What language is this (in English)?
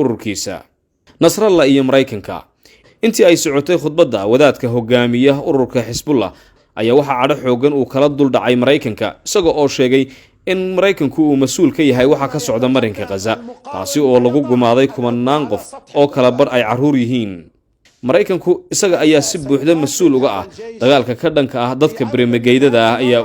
Somali